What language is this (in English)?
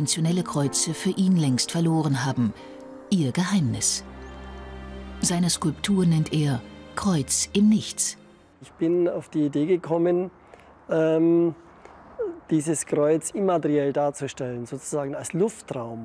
German